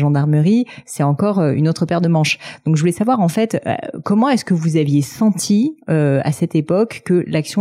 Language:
French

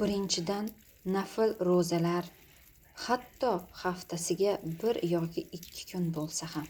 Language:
Uzbek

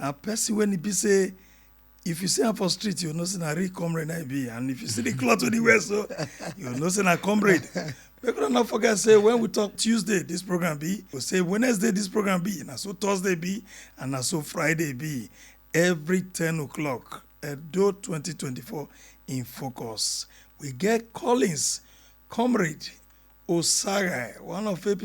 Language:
Nigerian Pidgin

